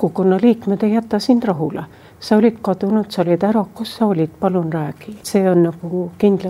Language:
Estonian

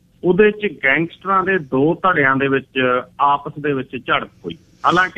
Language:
Punjabi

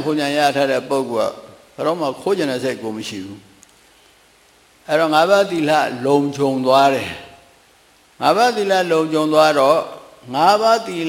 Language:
Burmese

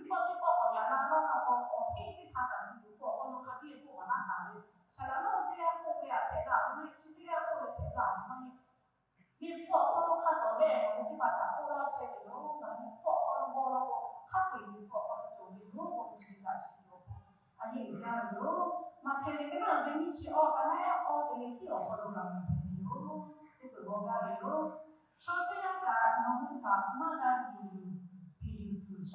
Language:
Lahu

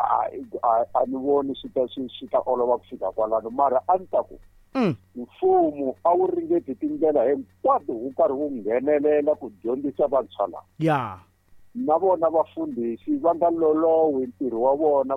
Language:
Tsonga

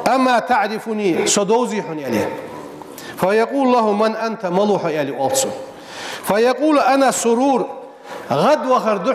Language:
Ingush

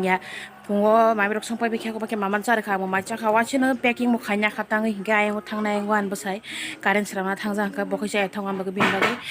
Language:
Kok Borok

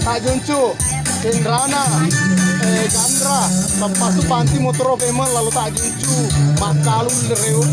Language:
Buginese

